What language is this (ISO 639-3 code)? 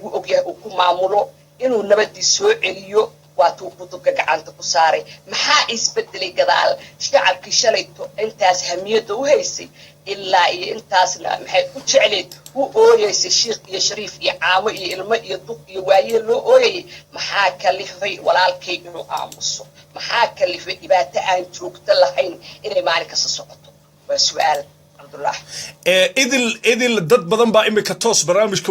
som